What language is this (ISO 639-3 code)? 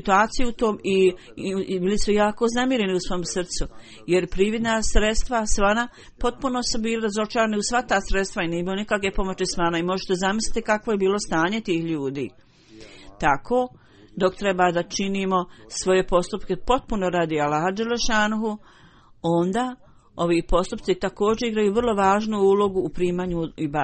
bos